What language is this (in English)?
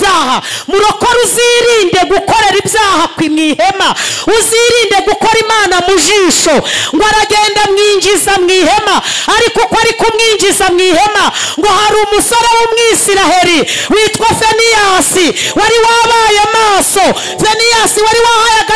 Kinyarwanda